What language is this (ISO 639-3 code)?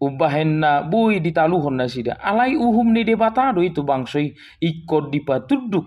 bbc